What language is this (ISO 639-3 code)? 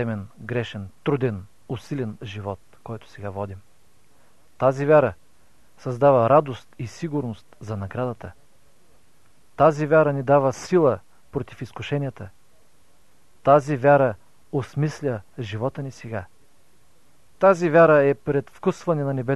bul